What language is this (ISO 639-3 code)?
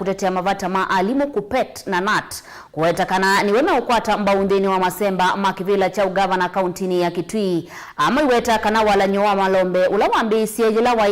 kam